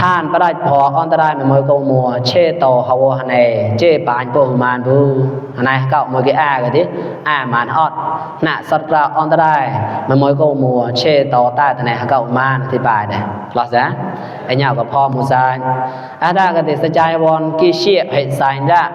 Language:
Mon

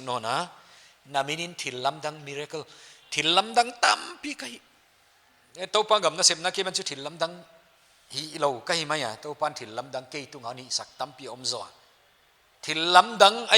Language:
Paite Chin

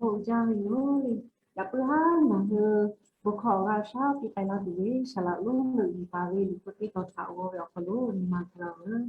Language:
Lahu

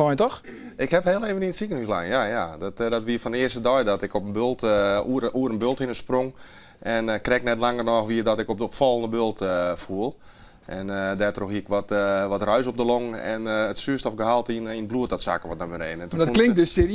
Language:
Western Frisian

